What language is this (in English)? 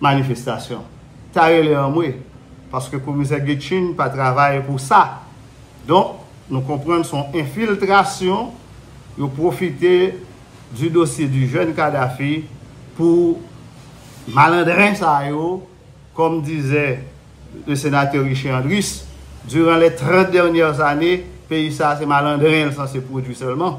Haitian Creole